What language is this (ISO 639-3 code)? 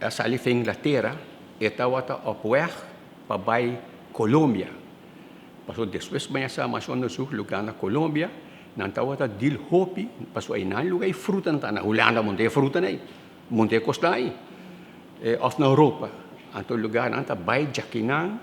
pap